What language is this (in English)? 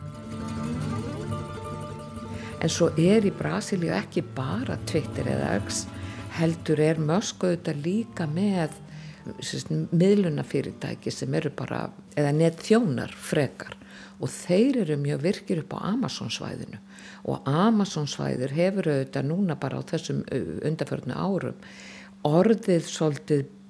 Icelandic